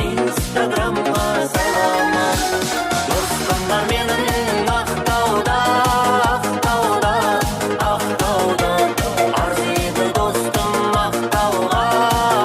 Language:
Kara-Kalpak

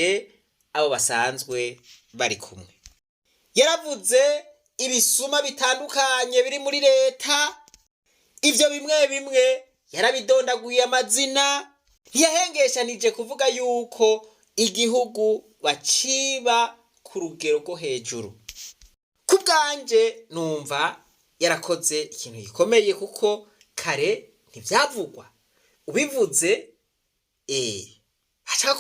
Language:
Rundi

